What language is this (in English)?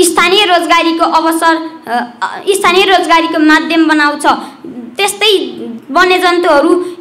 Nepali